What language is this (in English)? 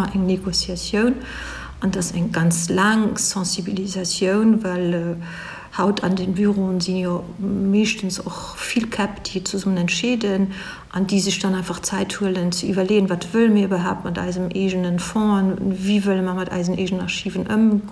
Luxembourgish